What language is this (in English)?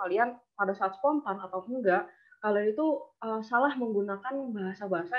Indonesian